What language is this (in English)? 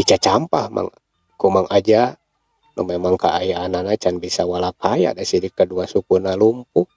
Sundanese